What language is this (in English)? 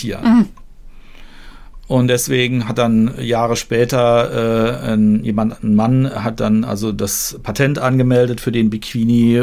German